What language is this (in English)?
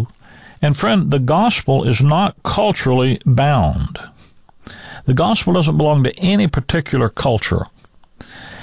English